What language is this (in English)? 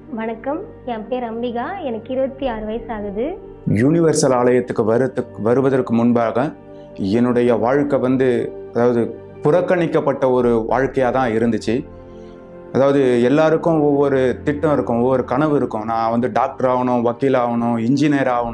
Tamil